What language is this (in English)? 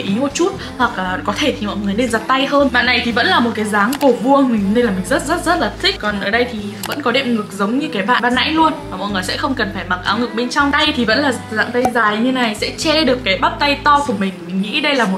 Vietnamese